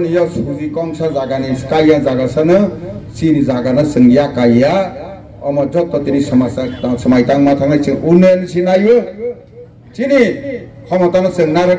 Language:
Kok Borok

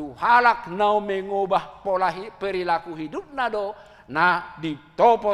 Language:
Batak Toba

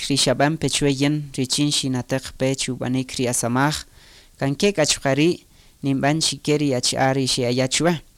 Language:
Kaqchikel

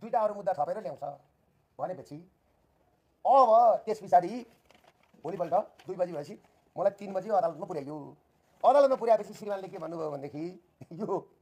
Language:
Nepali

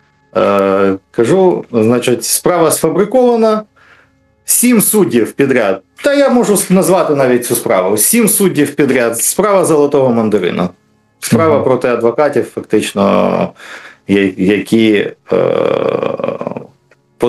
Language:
Ukrainian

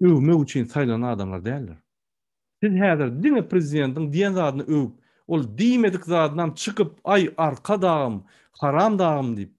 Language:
Turkmen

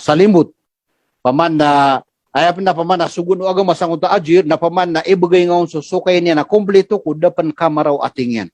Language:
Maranao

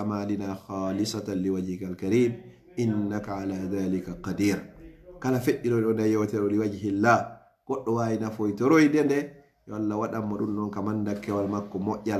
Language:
Pular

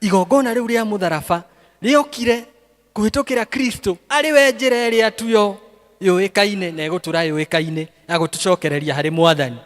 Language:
Kikuyu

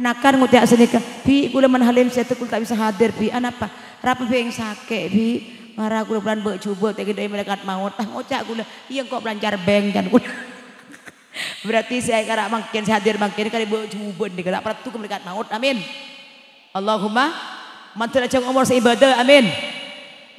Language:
Madurese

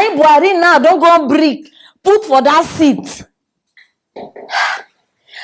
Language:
Nigerian Pidgin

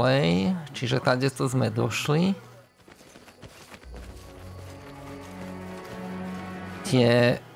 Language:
Slovak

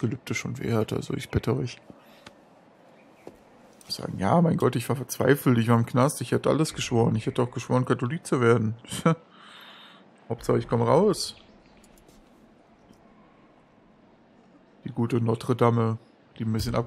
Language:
German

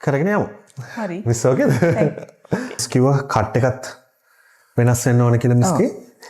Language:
Sinhala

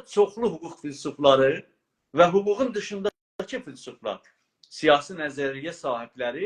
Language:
South Azerbaijani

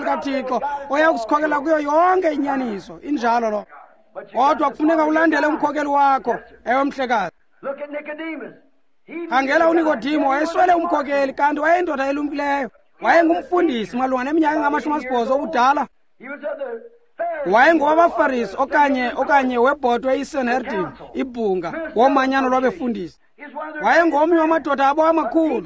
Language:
Xhosa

